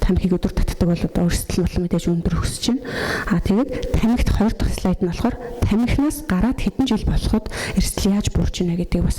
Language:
Mongolian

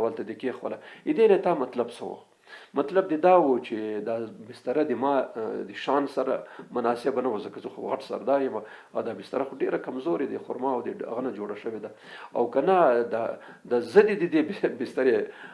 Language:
Pashto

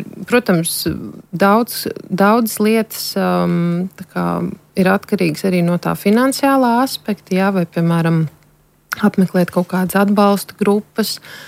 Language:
Latvian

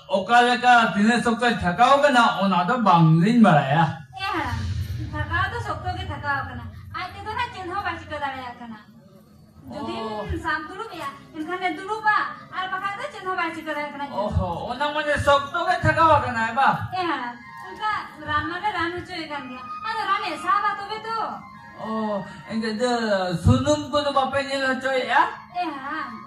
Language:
Santali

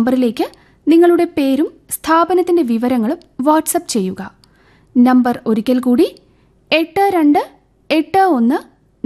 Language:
Malayalam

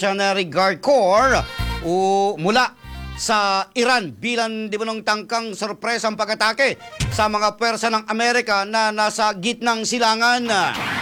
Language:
Filipino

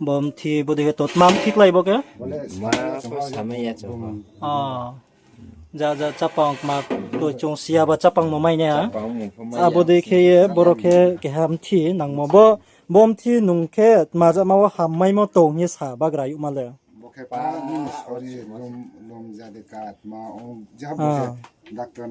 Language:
Riang (India)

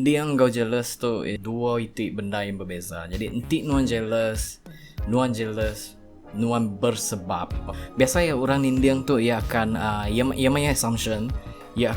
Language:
Iban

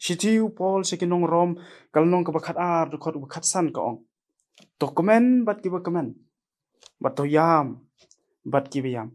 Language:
Khasi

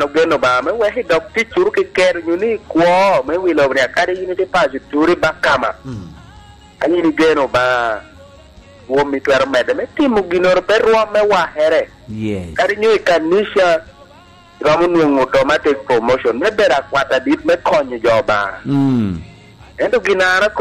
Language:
Lango (Uganda)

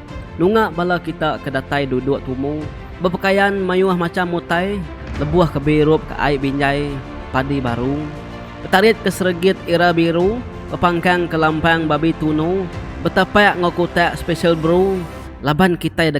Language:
Iban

